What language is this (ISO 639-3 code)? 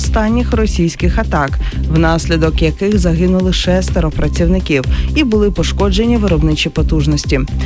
ukr